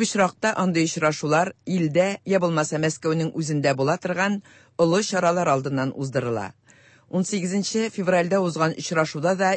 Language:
Tatar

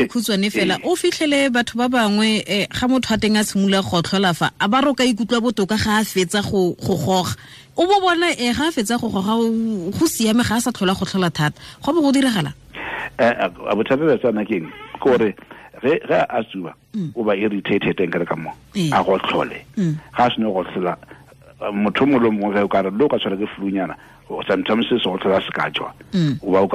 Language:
Tswana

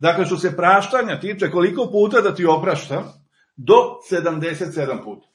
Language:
Serbian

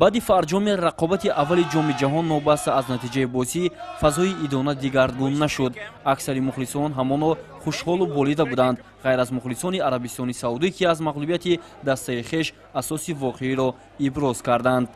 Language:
Tajik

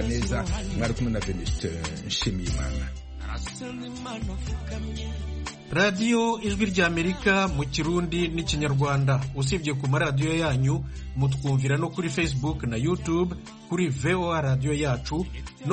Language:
Kinyarwanda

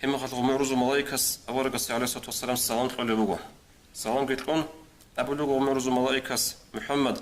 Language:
Avaric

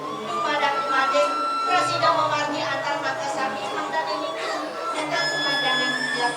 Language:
Balinese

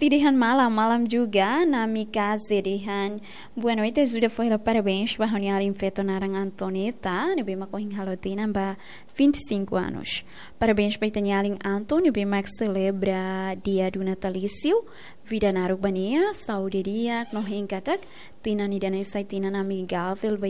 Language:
Tetum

